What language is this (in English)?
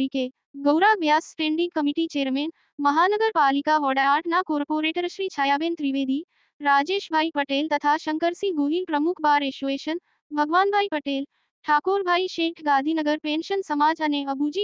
Gujarati